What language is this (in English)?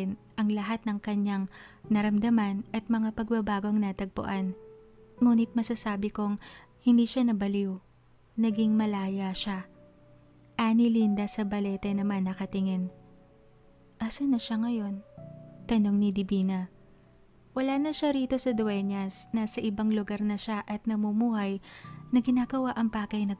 Filipino